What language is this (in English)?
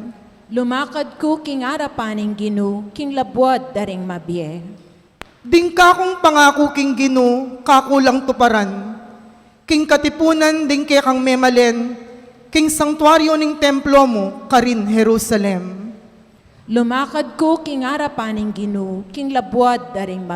Pampanga